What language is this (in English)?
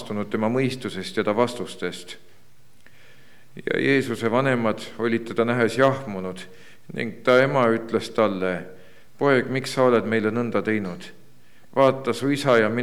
Estonian